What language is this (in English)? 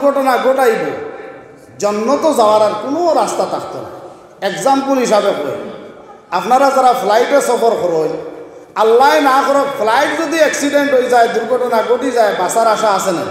Sylheti